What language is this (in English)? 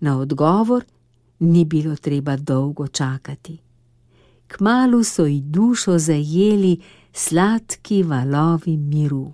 Slovenian